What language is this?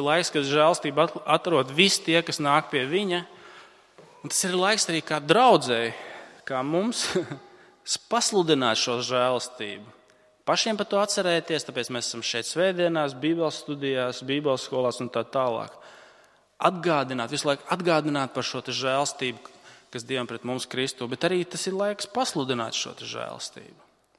Latvian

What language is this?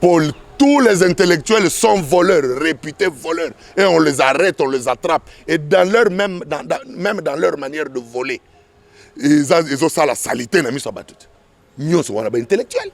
Lingala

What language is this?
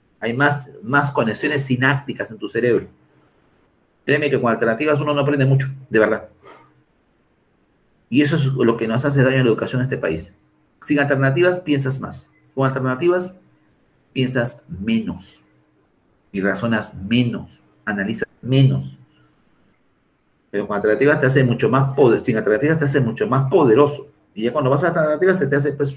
Spanish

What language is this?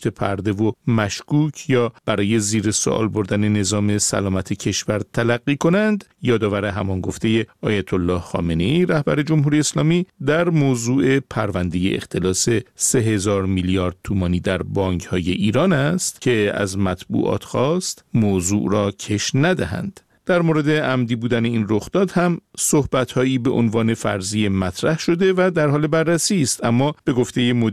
Persian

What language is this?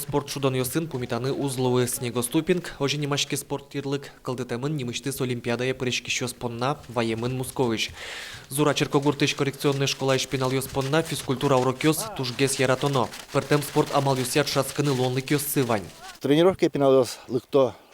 Udmurt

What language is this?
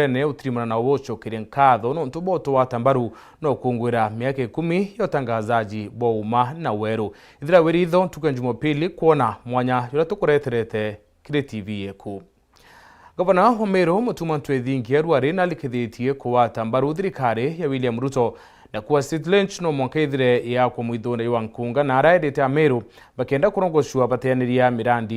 Meru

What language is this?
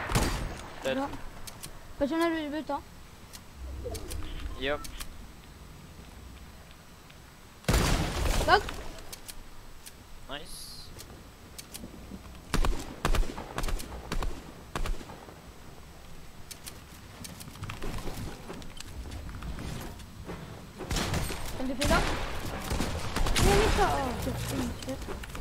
Swedish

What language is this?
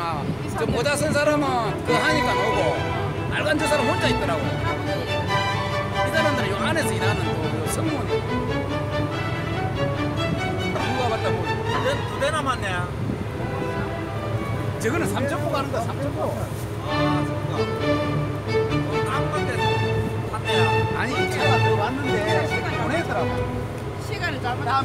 Korean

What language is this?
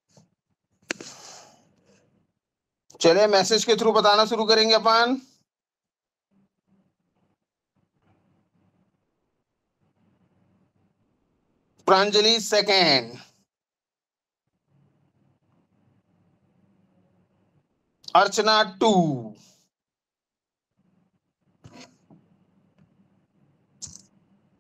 Hindi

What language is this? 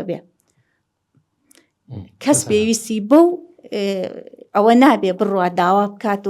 Central Kurdish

